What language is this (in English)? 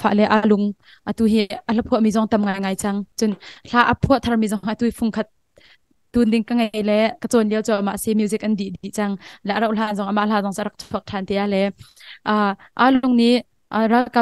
Hakha Chin